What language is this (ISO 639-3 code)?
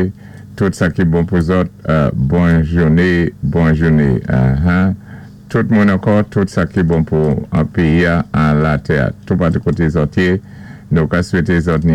acf